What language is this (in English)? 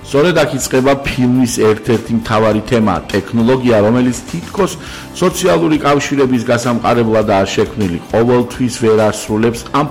Georgian